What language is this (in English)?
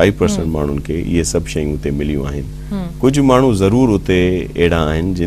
Sindhi